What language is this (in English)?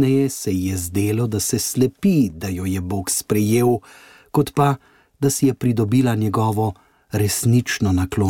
Slovenian